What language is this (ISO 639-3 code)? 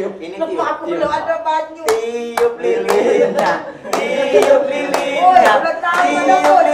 mui